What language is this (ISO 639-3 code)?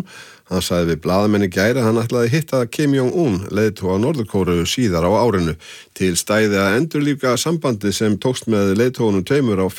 isl